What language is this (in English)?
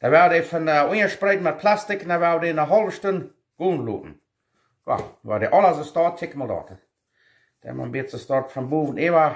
Plautdietsch